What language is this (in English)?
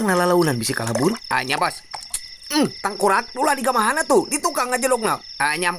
Sundanese